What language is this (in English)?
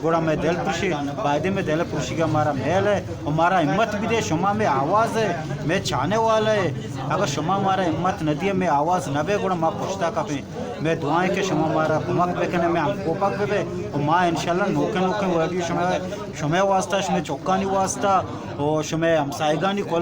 Baluchi